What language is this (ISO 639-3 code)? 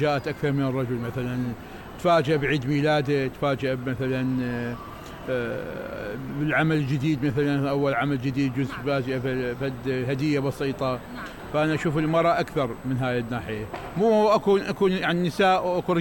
acm